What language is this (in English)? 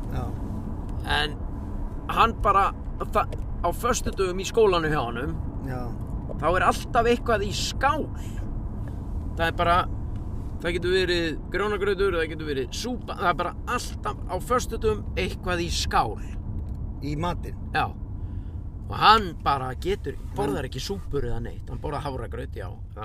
Icelandic